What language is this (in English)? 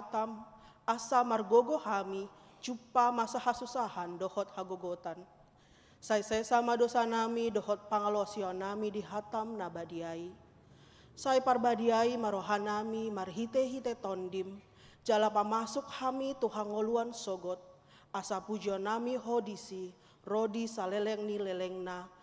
Batak Toba